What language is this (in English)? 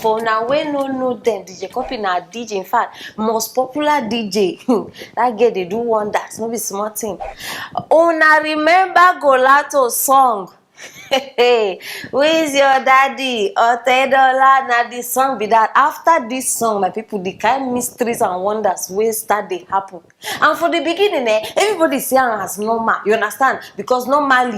Nigerian Pidgin